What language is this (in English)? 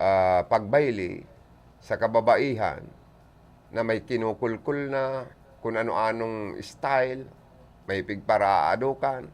Bikol